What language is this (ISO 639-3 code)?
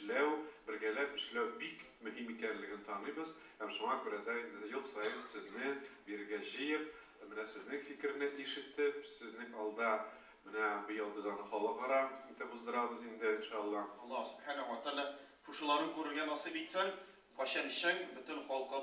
tat